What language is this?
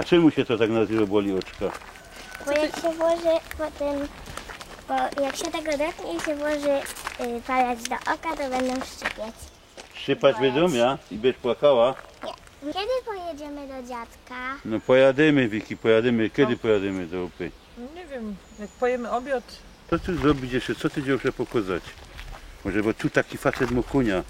Silesian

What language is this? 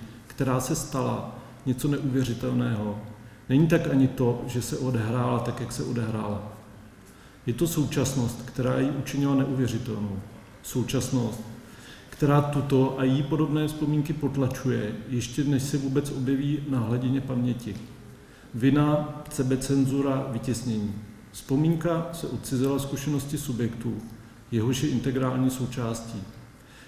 Czech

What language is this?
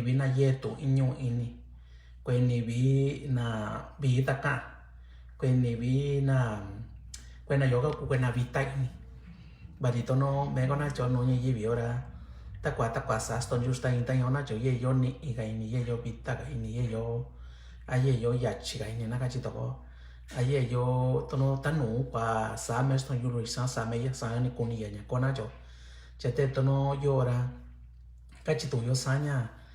Mixtepec Mixtec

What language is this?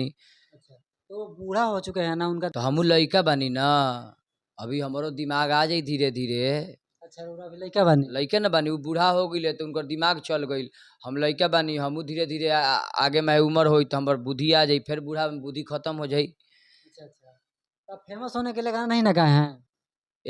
Bhojpuri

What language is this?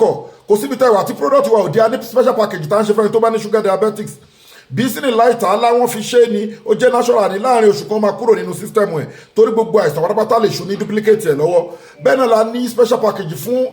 Yoruba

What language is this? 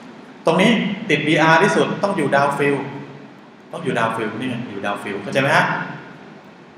Thai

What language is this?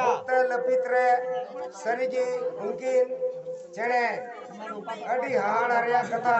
Santali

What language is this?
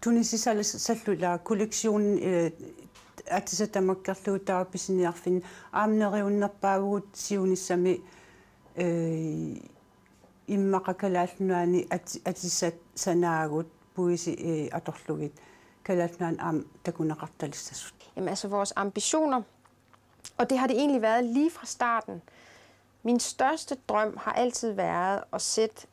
Kalaallisut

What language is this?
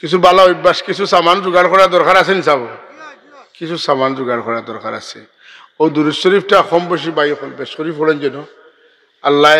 Sylheti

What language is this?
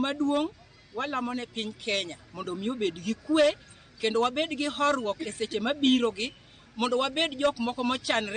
Luo (Kenya and Tanzania)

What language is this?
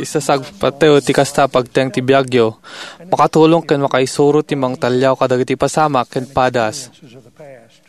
Iloko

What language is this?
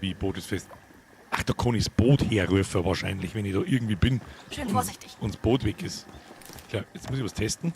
Bavarian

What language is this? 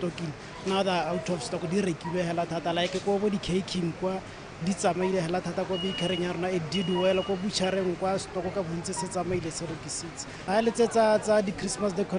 Tswana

